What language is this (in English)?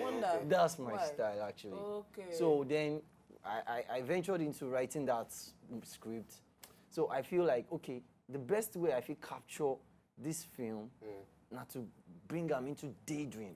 Nigerian Pidgin